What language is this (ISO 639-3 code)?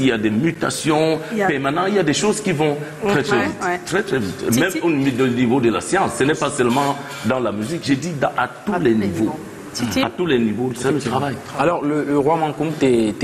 fra